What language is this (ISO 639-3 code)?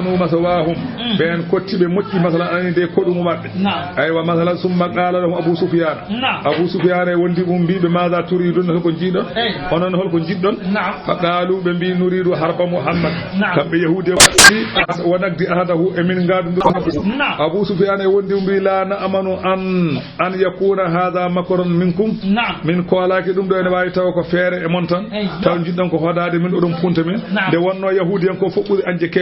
ful